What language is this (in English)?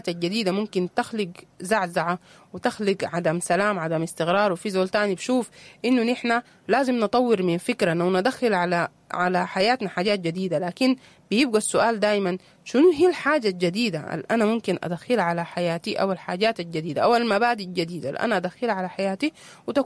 Sudanese Arabic